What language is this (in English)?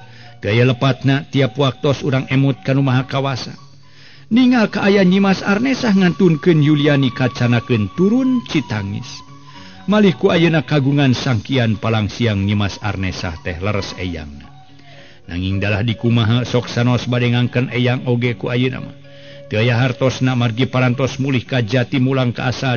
Sundanese